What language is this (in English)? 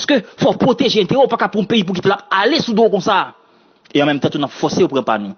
Haitian Creole